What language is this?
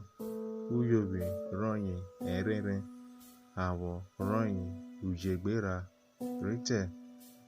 Urhobo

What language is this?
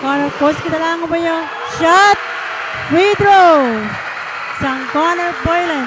Pohnpeian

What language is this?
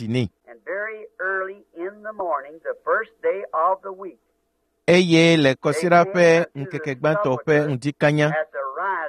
Ewe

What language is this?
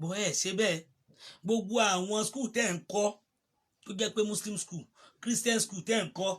Yoruba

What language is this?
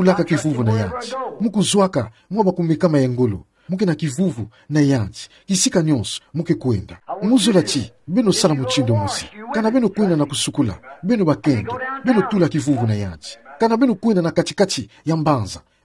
Kituba (Democratic Republic of Congo)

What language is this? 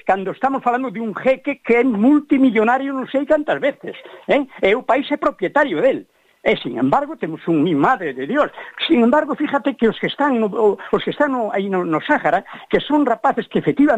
Galician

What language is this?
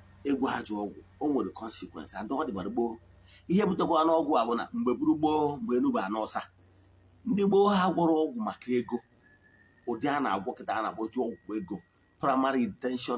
Igbo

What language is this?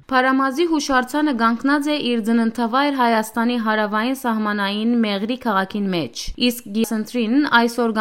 Western Armenian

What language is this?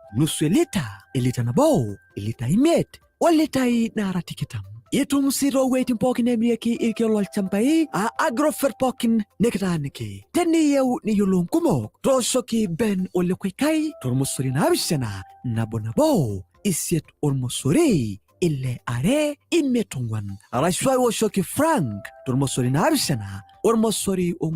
Masai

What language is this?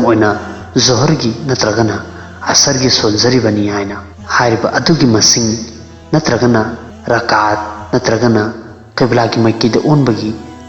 Manipuri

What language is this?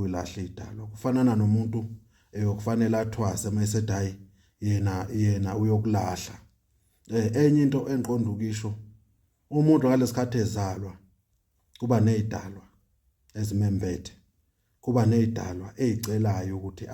Zulu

